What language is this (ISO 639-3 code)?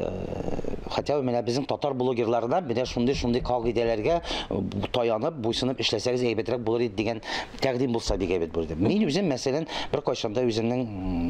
tat